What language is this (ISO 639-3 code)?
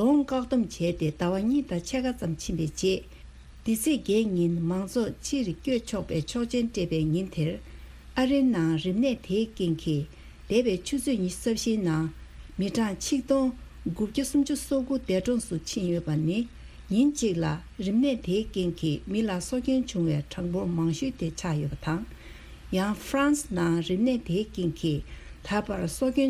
bod